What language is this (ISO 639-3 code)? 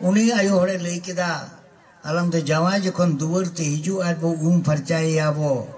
sat